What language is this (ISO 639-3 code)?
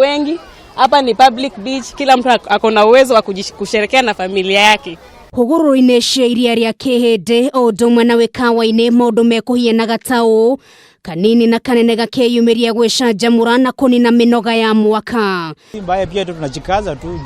kik